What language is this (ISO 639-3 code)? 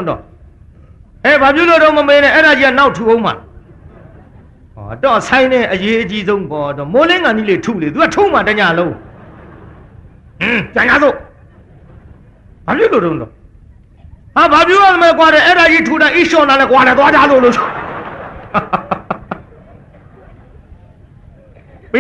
mya